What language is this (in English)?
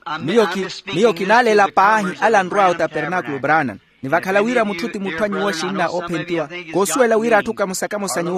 Makhuwa